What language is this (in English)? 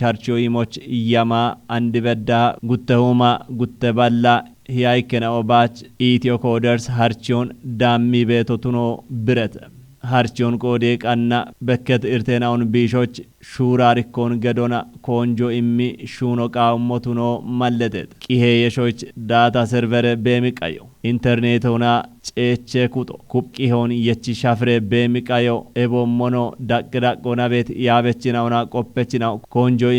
Kafa